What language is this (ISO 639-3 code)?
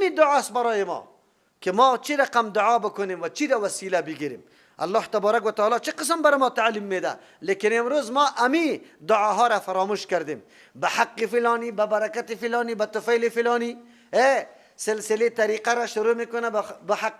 fas